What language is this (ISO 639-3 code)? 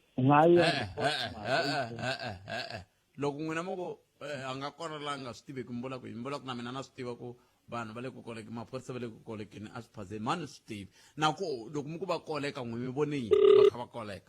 tso